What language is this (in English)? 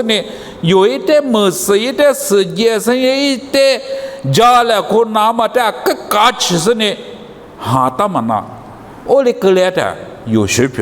Lisu